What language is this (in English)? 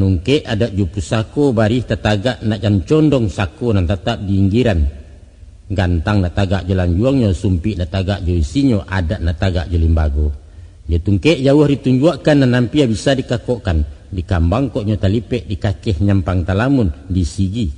Minangkabau